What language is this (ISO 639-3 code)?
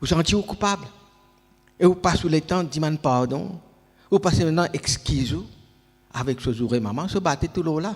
mfe